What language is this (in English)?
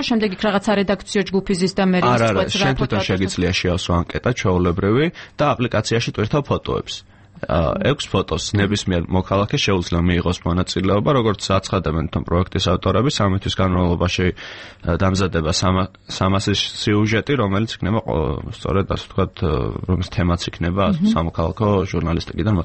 Georgian